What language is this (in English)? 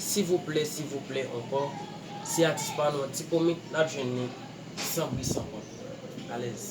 Haitian Creole